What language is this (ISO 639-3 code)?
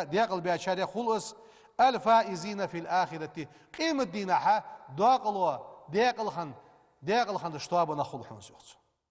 inh